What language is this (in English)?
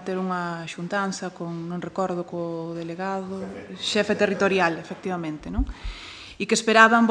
Galician